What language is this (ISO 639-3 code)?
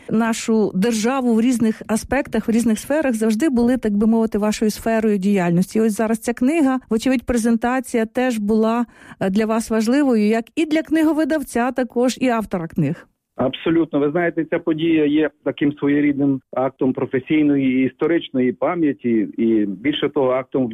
ukr